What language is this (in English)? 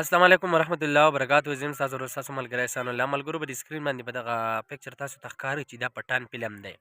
Pashto